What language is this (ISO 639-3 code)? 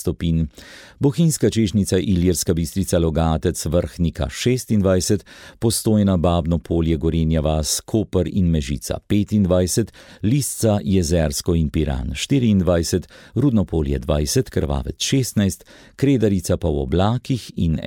slv